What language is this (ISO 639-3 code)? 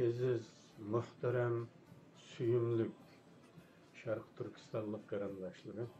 uig